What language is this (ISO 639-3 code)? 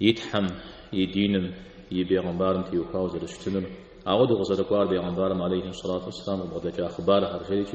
kbd